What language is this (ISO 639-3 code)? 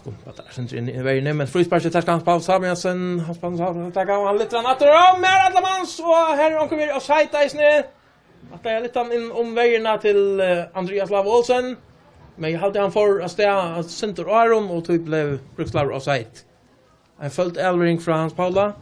fao